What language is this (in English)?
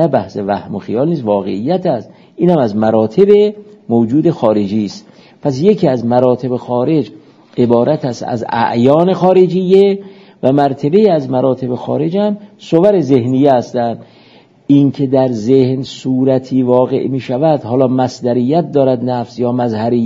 Persian